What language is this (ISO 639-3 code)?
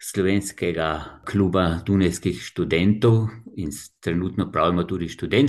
slv